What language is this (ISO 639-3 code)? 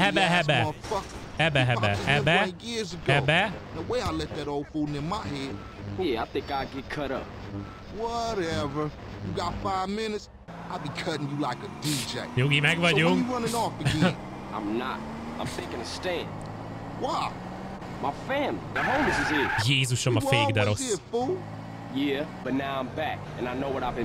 hun